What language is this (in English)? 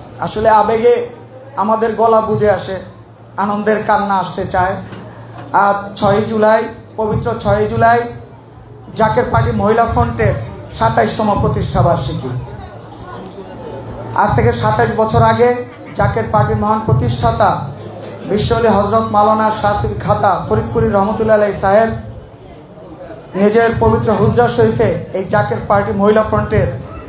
Bangla